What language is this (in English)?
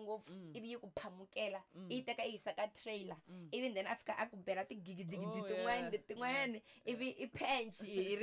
Tsonga